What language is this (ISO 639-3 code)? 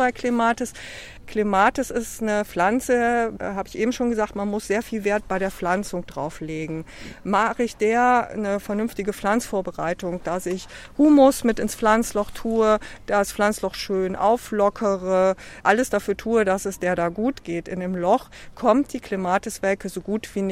deu